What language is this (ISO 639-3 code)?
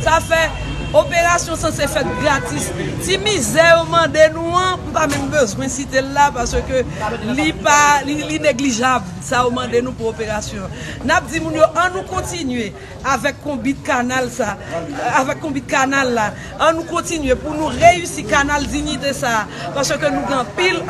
hat